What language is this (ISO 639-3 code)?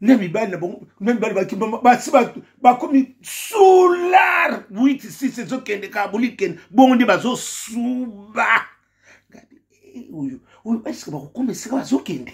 lin